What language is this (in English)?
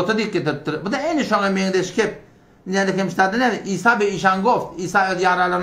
Turkmen